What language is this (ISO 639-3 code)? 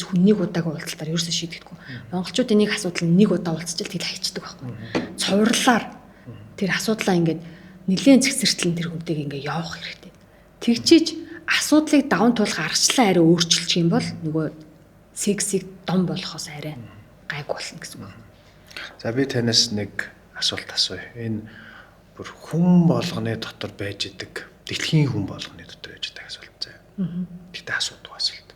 mon